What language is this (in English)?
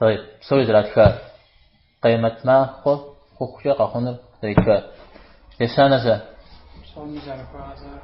Kabardian